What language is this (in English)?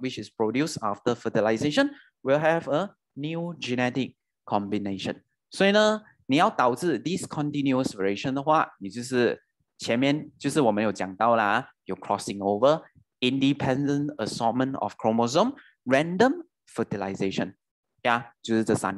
Chinese